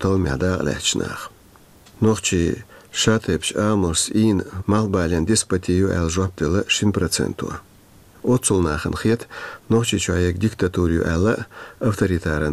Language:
Chechen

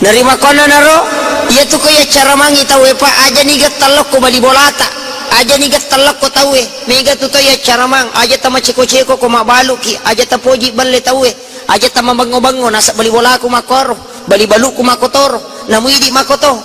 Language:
Buginese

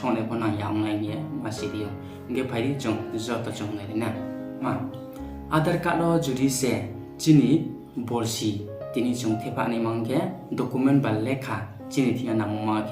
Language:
Riang (India)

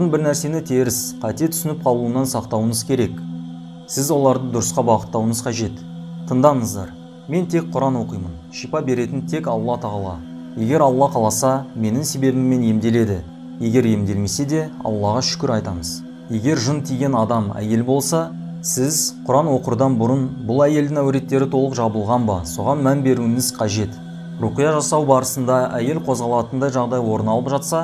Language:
Kazakh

